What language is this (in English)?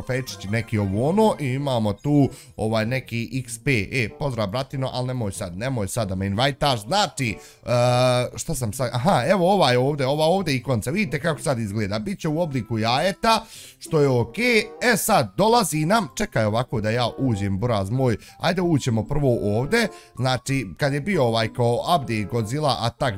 Bosnian